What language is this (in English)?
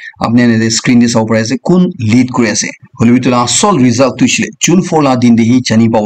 Naga Pidgin